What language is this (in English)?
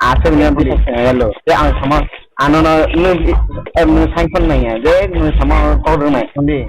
Riang (India)